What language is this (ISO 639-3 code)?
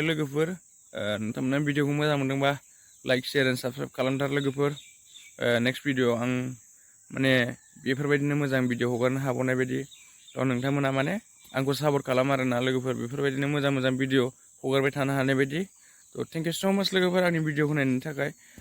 brx